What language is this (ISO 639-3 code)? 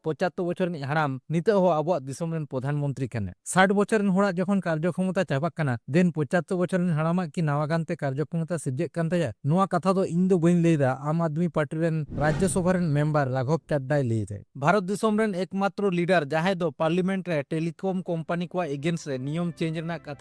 sat